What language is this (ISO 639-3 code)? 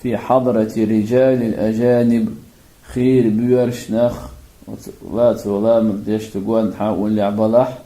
che